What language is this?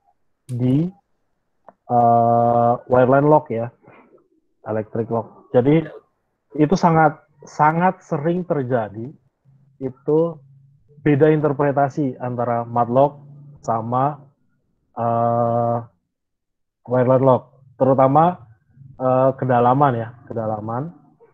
Indonesian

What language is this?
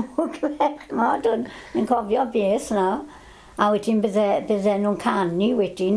Welsh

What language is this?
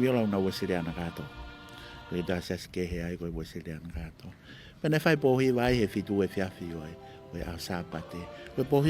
Tongan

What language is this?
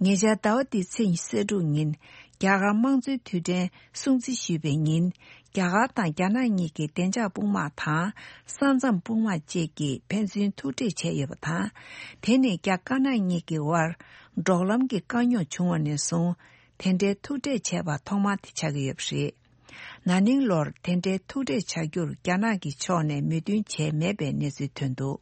Tibetan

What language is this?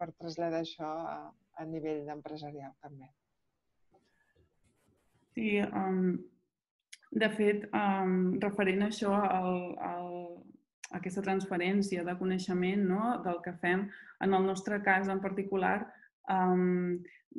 Catalan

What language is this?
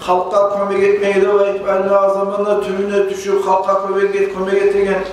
Kumyk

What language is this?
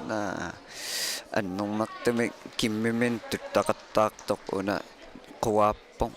Kalaallisut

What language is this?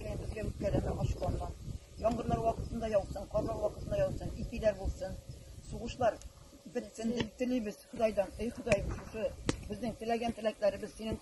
Tatar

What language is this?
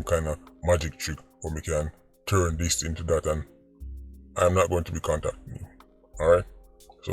Jamaican Creole English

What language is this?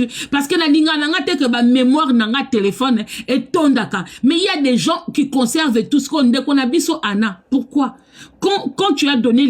Lingala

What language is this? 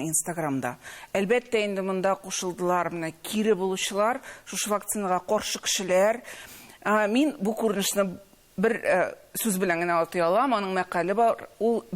Tatar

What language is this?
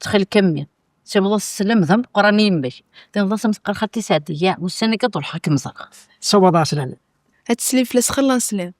Kabyle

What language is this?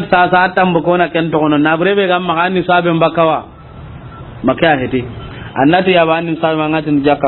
Soninke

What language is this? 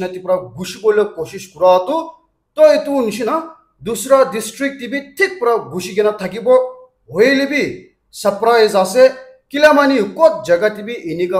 Naga Pidgin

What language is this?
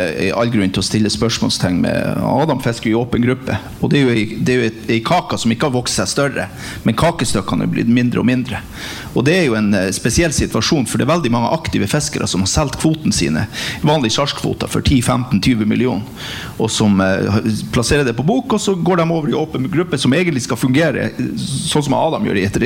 Norwegian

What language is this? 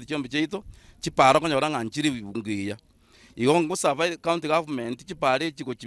Gusii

